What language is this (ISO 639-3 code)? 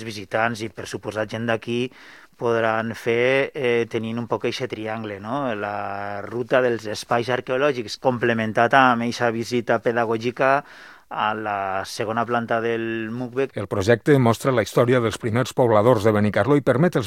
cat